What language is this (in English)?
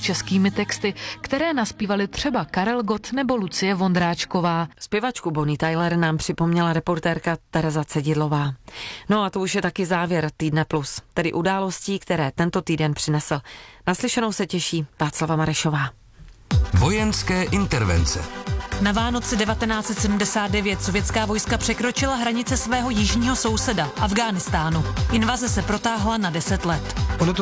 Czech